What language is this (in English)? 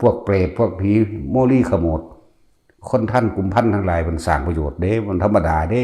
Northeastern Thai